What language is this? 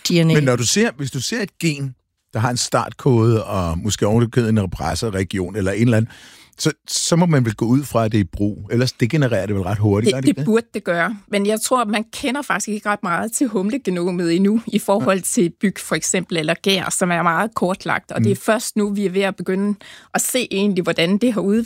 Danish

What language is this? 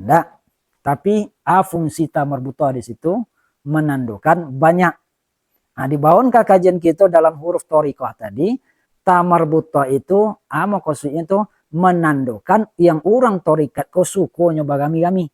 Minangkabau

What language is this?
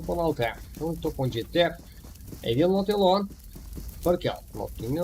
Kara-Kalpak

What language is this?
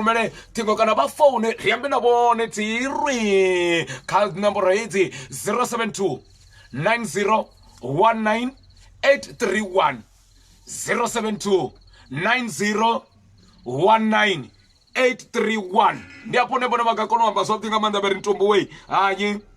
Venda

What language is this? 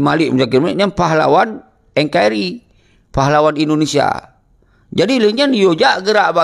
Achinese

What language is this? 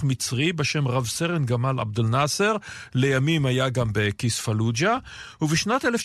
Hebrew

